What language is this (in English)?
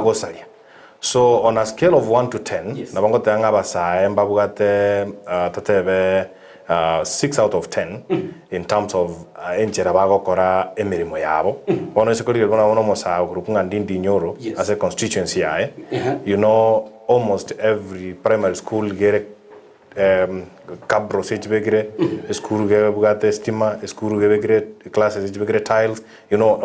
Gusii